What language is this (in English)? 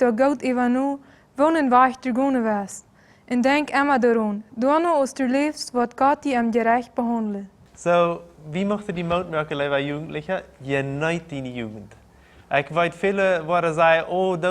Plautdietsch